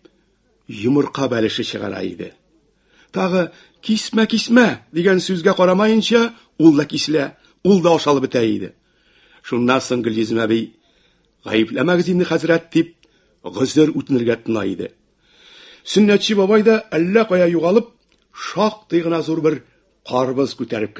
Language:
Tatar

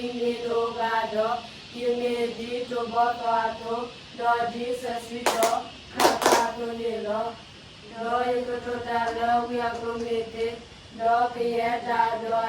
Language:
S'gaw Karen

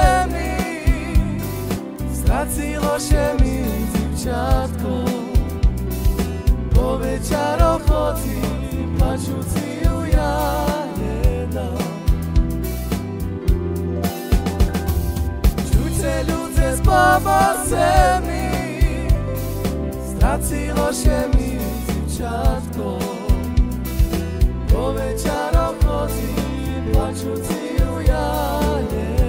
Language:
Slovak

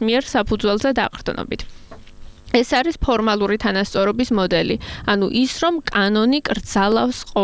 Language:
Georgian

